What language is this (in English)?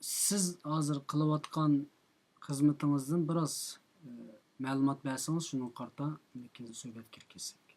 Uyghur